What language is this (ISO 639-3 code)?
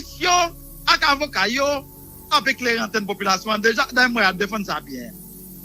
hat